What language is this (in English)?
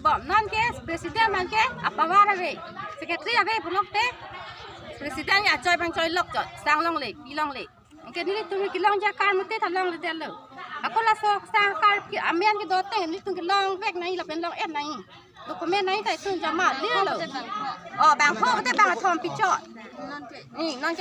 Karbi